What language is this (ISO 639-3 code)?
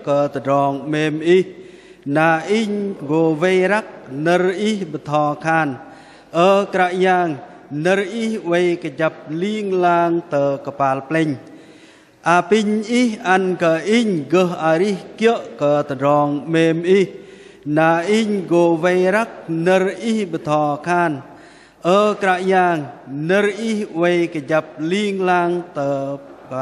bdq